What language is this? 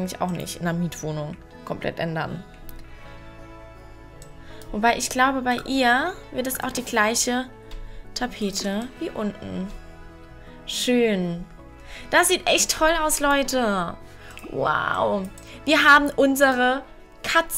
German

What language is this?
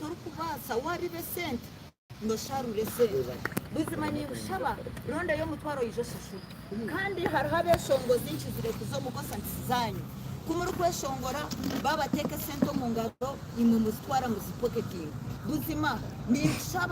Nyankole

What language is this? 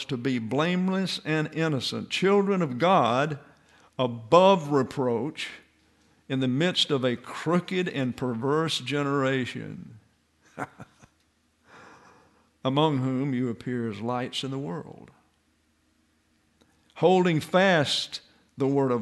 English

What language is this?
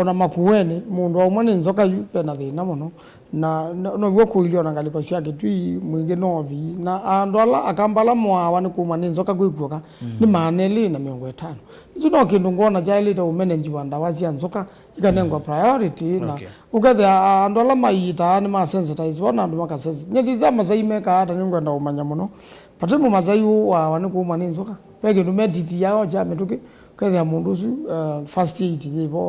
Kamba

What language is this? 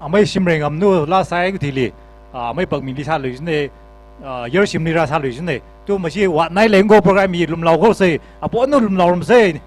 Tangkhul Naga (India)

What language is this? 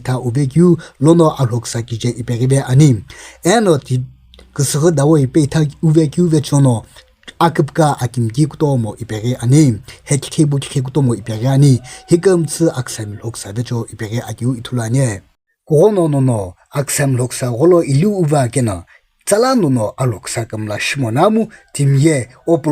Sumi Naga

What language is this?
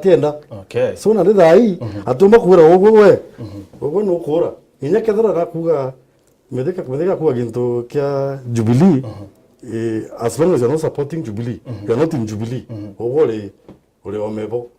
Meru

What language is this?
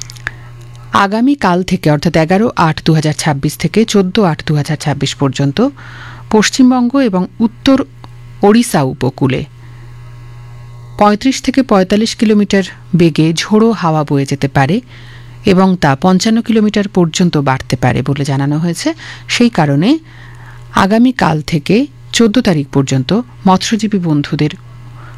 Bangla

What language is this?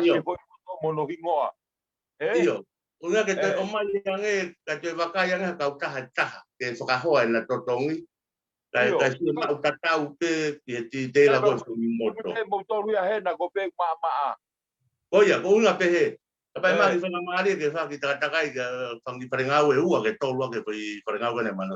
Tongan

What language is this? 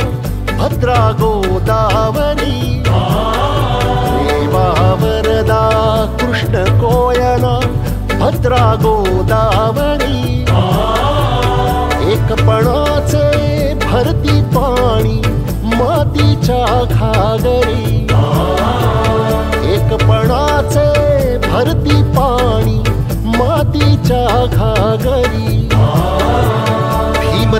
Marathi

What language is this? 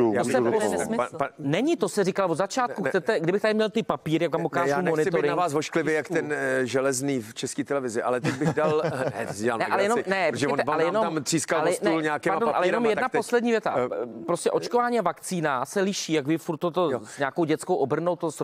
Czech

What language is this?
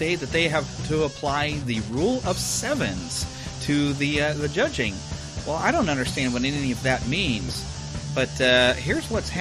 English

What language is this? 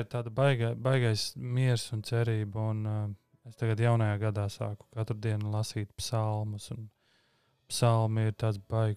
Latvian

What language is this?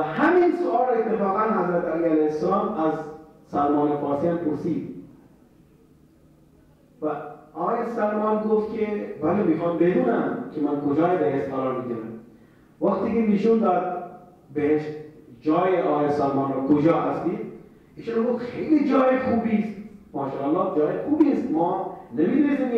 Persian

